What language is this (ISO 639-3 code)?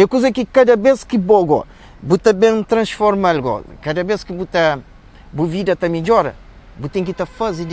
kea